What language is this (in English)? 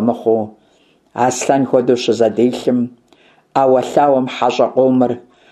Kabardian